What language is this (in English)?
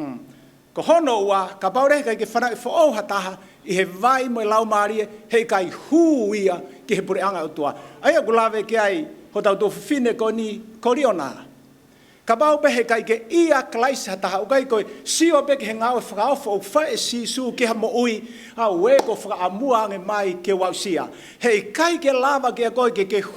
Tongan